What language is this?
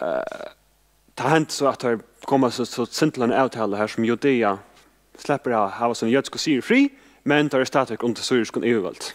Faroese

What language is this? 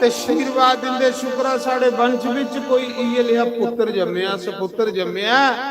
Dogri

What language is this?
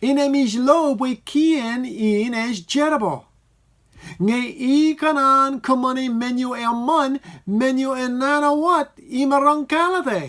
Marshallese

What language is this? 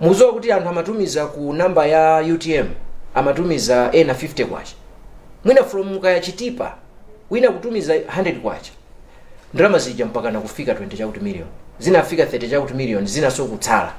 Nyanja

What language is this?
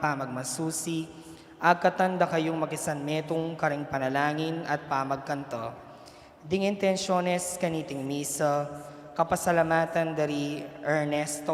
Pampanga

